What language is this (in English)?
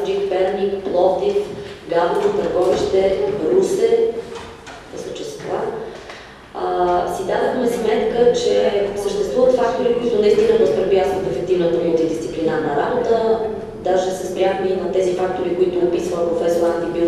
Bulgarian